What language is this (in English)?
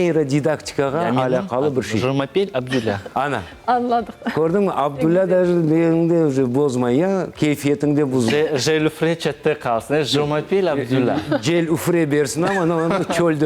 Crimean Tatar